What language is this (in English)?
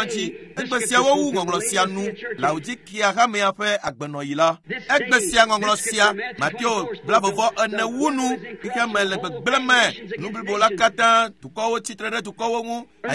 Ewe